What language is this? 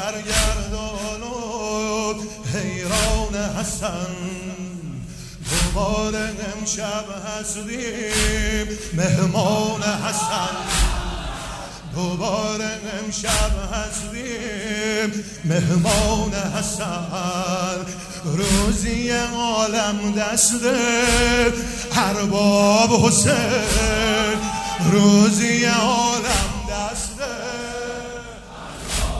Persian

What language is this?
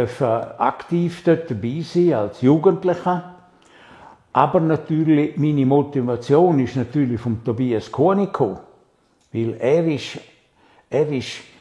Swiss German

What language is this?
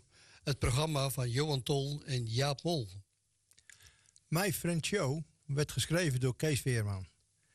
Dutch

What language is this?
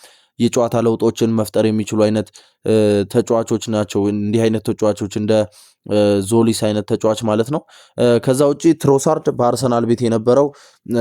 Amharic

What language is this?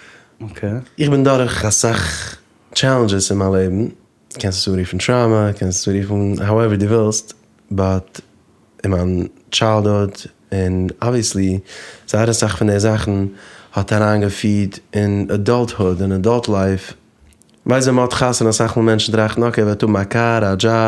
Yiddish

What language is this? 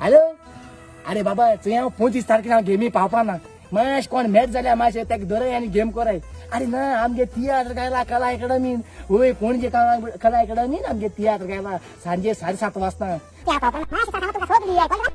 Konkani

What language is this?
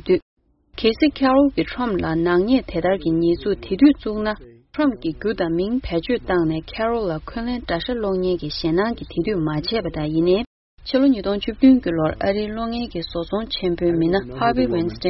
Tibetan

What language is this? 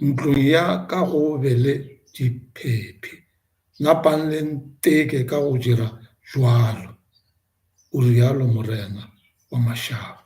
Northern Sotho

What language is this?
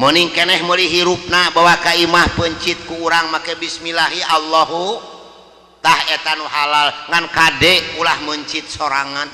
Sundanese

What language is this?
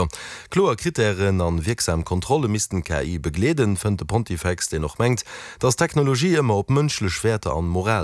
Luxembourgish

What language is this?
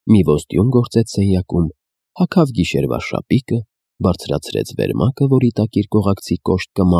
Armenian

